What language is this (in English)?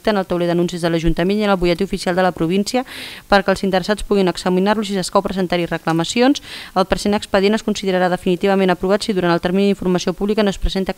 Catalan